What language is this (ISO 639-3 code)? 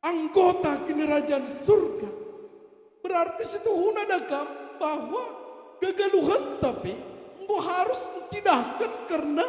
btx